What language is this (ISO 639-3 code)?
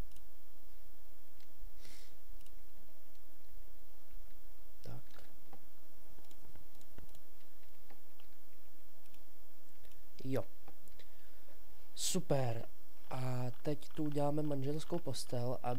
ces